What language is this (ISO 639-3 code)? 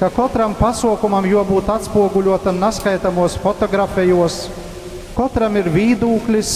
ltg